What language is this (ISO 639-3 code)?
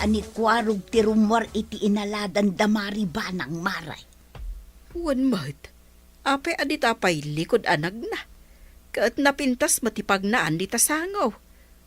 ilo